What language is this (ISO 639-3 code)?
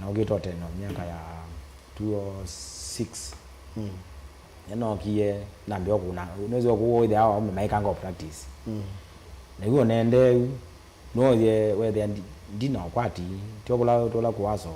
kam